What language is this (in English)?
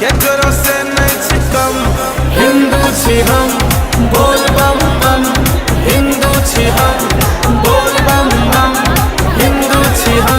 Maithili